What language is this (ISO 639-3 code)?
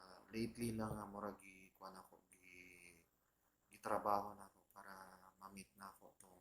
ceb